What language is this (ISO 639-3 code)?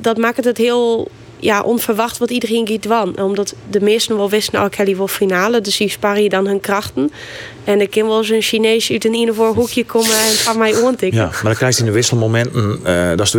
fry